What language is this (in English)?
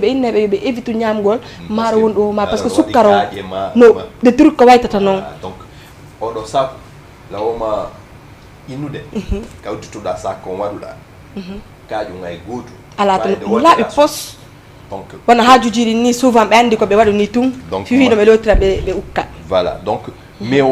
Fula